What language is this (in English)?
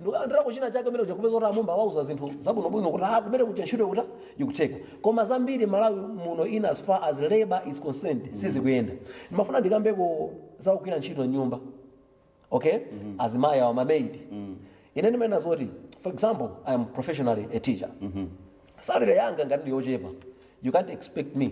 Nyanja